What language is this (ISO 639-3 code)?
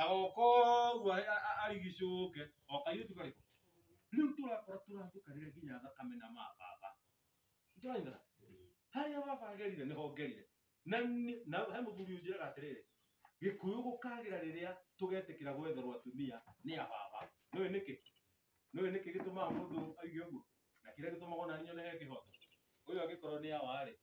kik